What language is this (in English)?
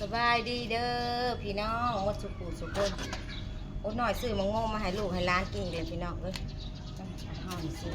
Northeastern Thai